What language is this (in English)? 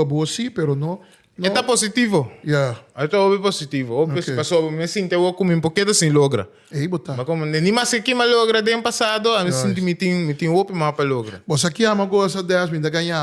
Papiamento